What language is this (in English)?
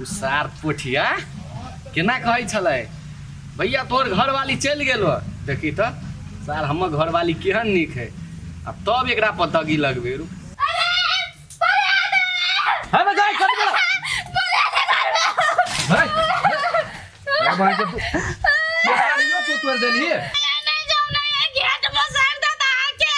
Maithili